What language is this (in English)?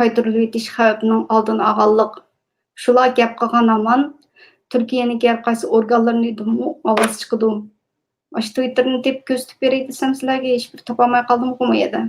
Uyghur